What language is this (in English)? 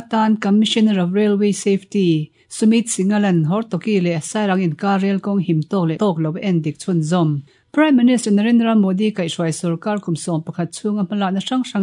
Mizo